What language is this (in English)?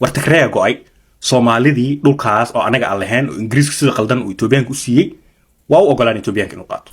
Somali